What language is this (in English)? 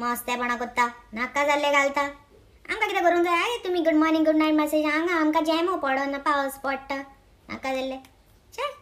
Konkani